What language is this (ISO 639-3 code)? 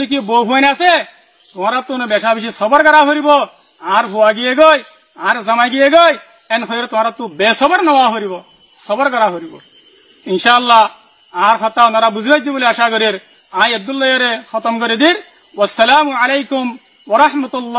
rhg